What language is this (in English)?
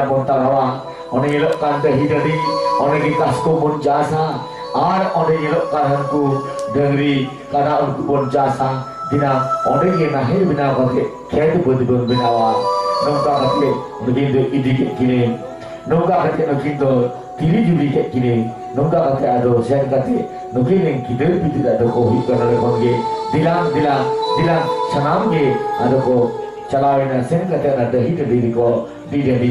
Santali